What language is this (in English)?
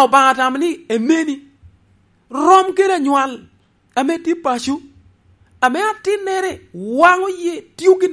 Lango (Uganda)